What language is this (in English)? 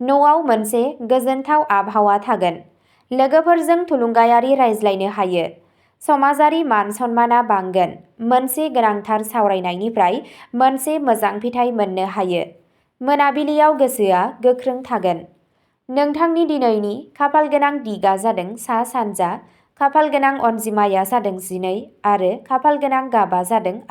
Bodo